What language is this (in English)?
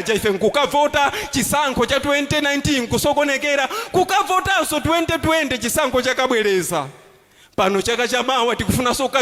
Nyanja